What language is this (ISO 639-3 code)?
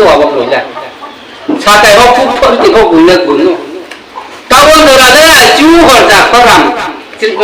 ria